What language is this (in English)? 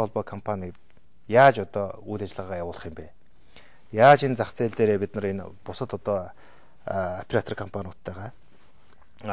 Mongolian